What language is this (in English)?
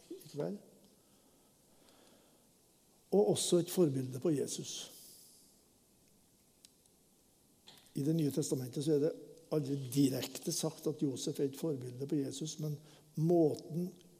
Norwegian